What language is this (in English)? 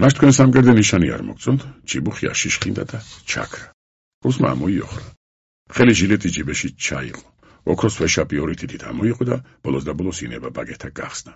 Georgian